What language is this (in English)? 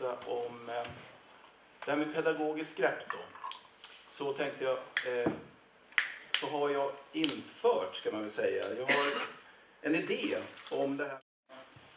Swedish